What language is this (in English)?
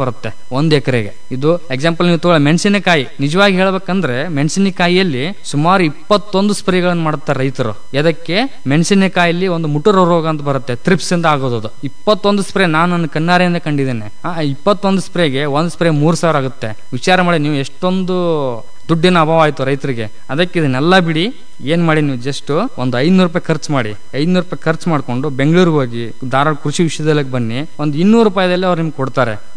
Kannada